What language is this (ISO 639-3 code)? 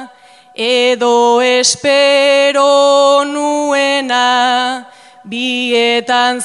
eus